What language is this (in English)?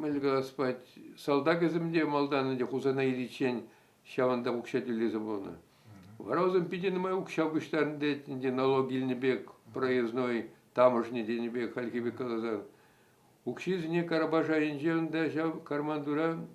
Chuvash